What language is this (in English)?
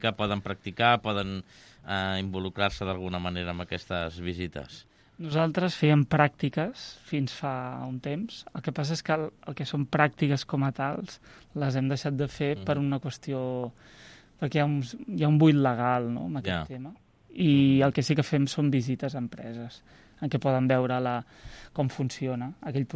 Catalan